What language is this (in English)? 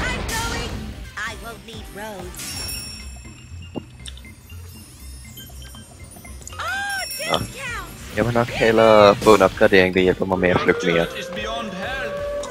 Danish